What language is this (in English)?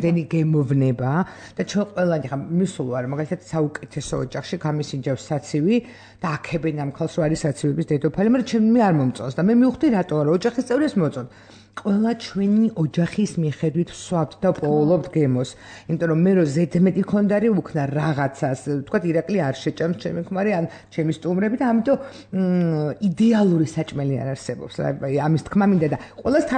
Georgian